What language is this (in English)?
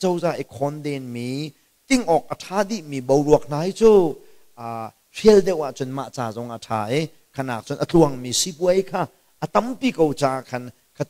Hakha Chin